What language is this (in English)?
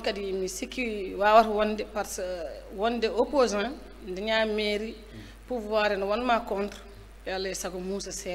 Fula